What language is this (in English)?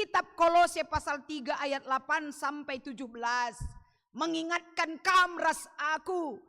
Batak Karo